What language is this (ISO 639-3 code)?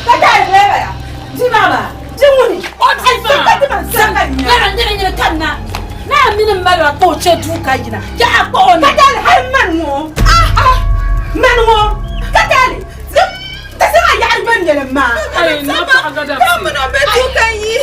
dag